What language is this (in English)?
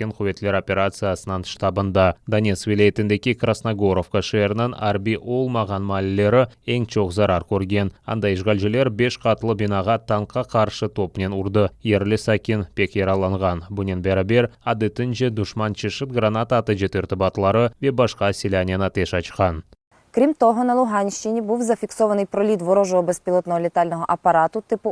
Crimean Tatar